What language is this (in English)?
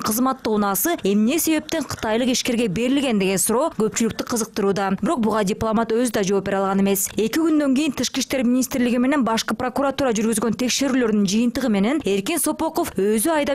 Kyrgyz